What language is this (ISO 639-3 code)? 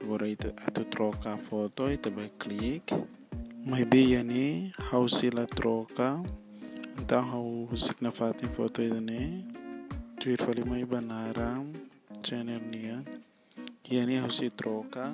tet